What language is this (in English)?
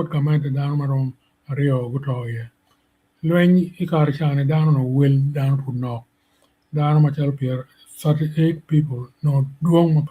Acoli